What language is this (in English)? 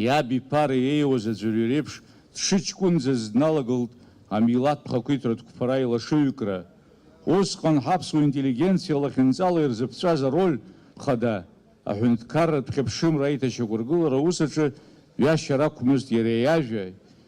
Abkhazian